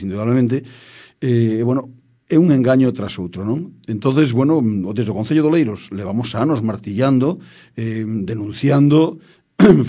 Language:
Galician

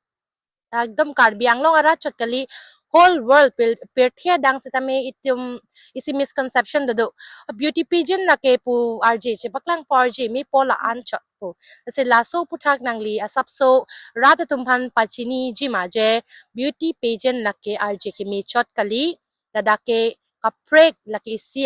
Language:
Karbi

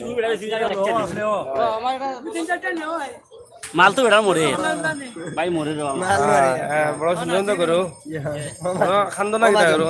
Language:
Sylheti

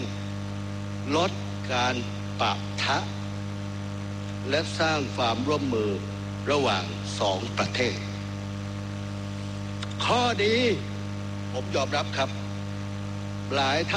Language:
Thai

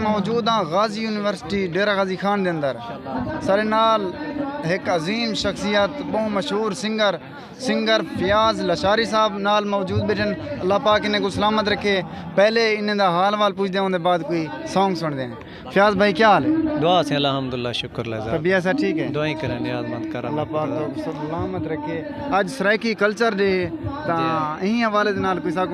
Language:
Saraiki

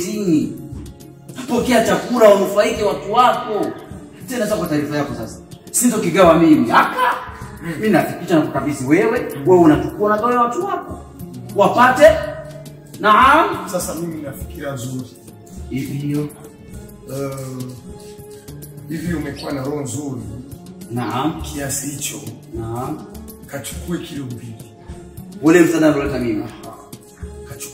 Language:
Swahili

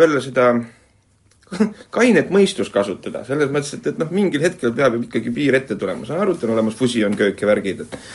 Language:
Estonian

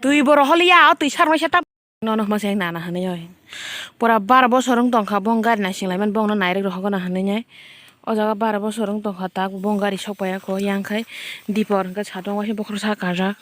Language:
Kok Borok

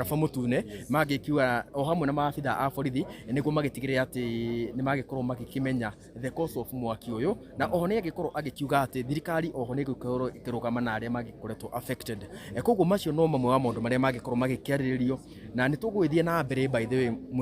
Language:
Kikuyu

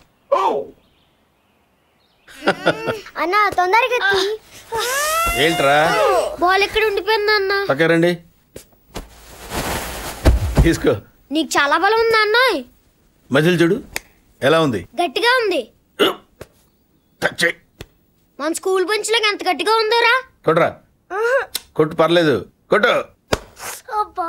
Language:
Telugu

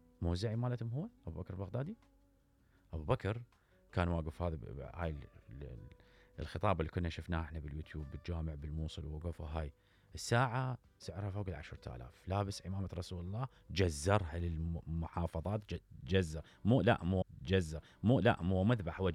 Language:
Mesopotamian Arabic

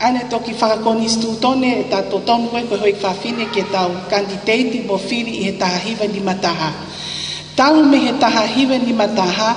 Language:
Tongan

